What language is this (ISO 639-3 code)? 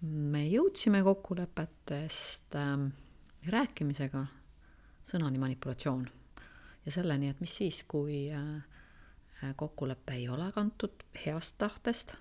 est